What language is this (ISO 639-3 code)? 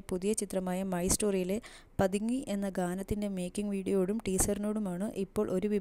mal